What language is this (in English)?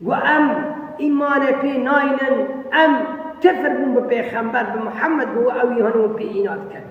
Kurdish